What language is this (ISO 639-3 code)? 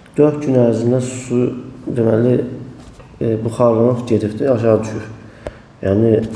aze